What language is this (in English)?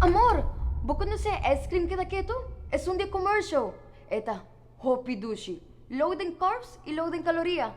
Papiamento